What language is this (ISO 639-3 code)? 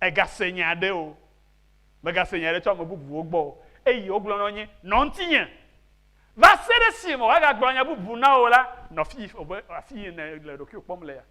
ewe